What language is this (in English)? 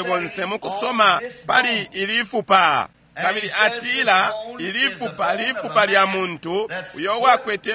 Bemba